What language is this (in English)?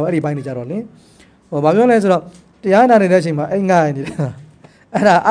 Burmese